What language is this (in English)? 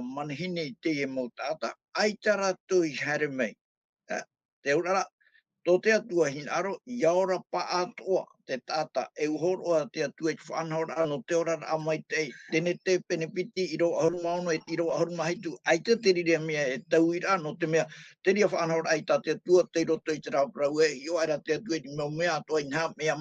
Tahitian